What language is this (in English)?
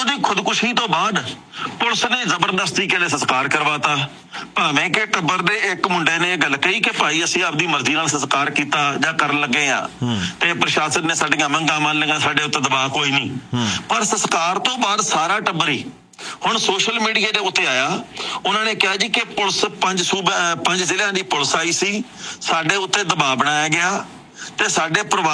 Punjabi